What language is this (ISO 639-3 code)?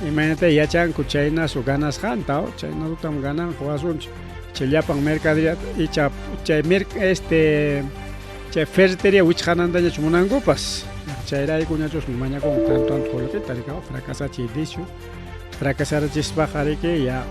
quy